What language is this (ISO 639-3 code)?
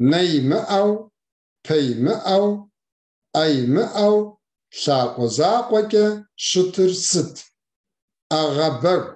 kbd